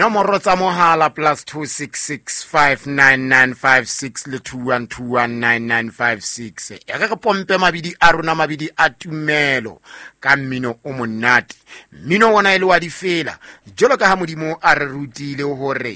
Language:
Southern Sotho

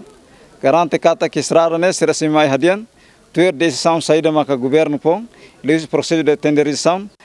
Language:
Tetum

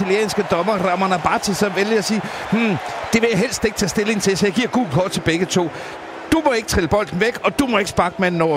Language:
Danish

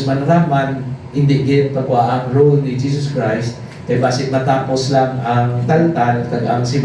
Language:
Hiligaynon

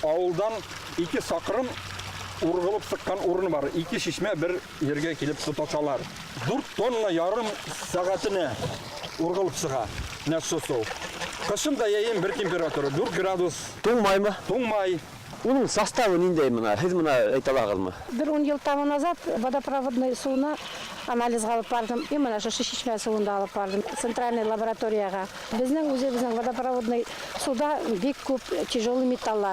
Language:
Bashkir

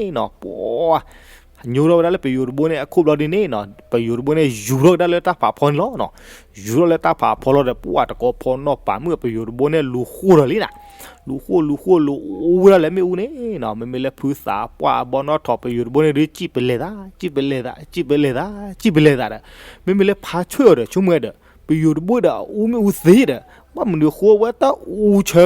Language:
S'gaw Karen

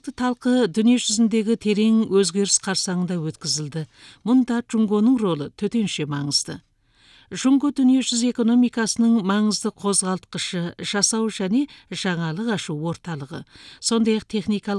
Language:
Kazakh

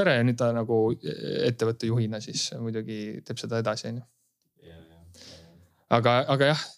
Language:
Estonian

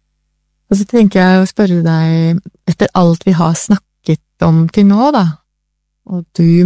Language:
Norwegian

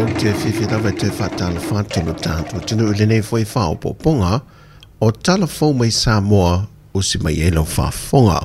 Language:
Samoan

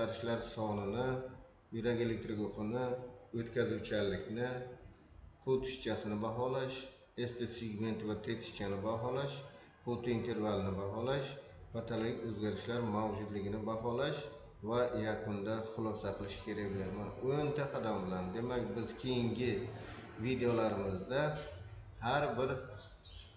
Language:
Uzbek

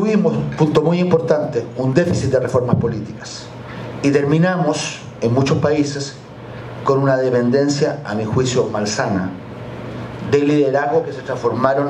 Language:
Spanish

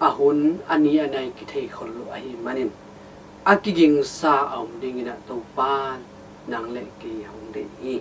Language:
Tedim Chin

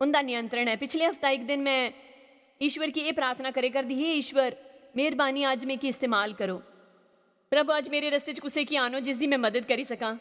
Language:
Dogri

